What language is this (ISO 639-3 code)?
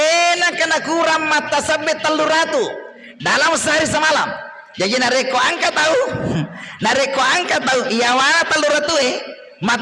bug